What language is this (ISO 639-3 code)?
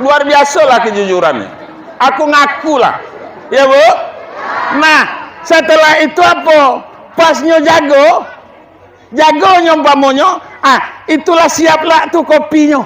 min